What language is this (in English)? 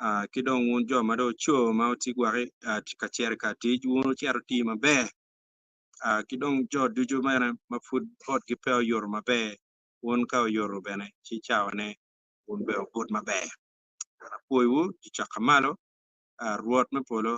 Acoli